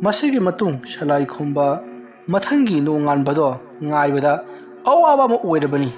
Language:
Manipuri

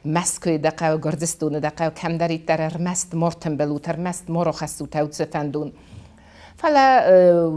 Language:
Ossetic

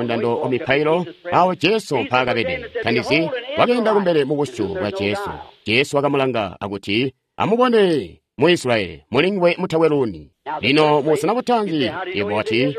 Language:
Tonga (Zambia)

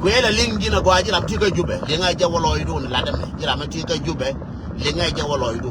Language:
Nuer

